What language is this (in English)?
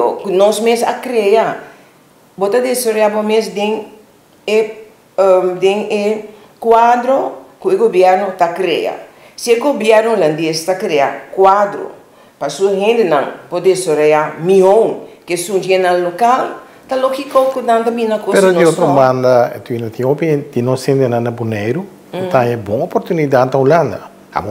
Papiamento